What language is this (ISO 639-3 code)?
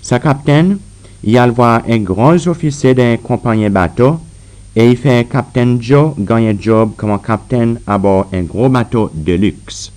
crs